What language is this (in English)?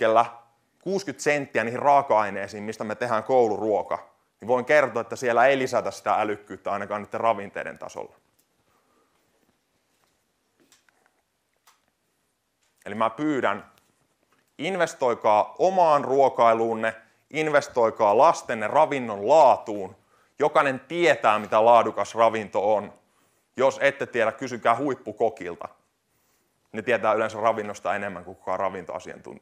Finnish